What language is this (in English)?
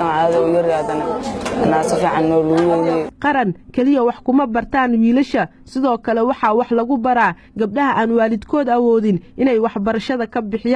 Somali